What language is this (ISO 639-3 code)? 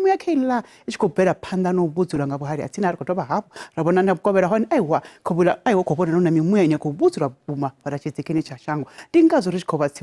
ven